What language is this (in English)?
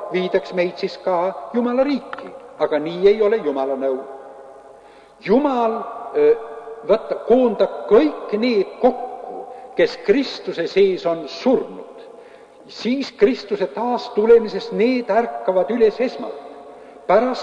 Estonian